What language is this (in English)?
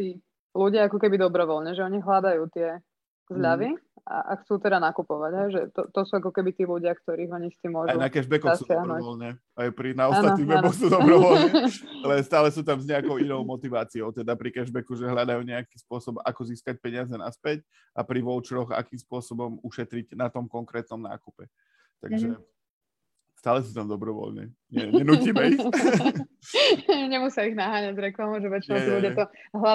Slovak